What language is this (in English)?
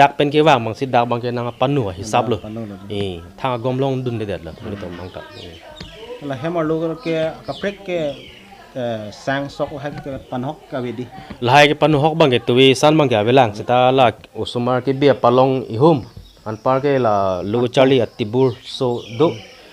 Karbi